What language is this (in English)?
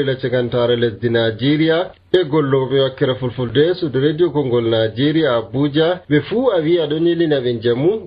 Nigerian Fulfulde